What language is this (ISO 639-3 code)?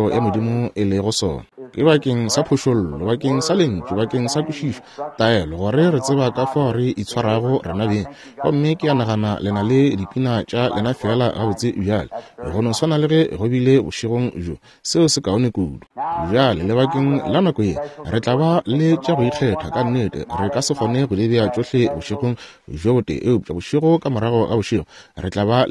nso